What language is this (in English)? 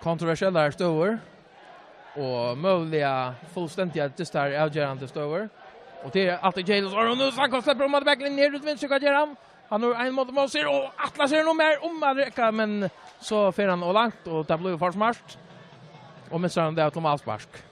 Faroese